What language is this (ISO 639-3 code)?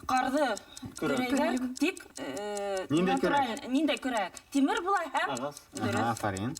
bak